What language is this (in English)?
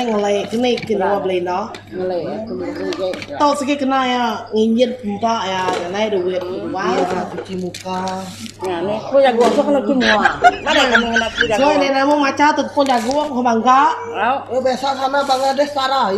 Iban